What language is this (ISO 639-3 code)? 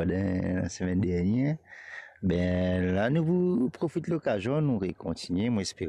mfe